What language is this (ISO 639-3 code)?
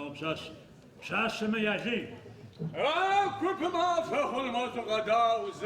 ady